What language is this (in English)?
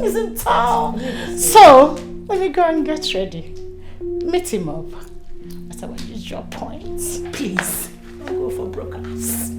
Nigerian Pidgin